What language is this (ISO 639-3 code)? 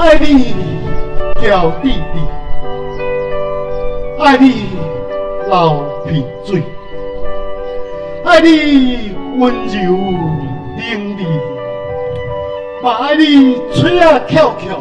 nan